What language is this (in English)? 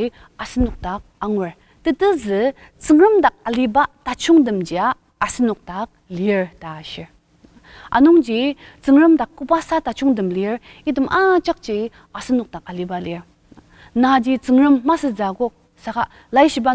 Ao Naga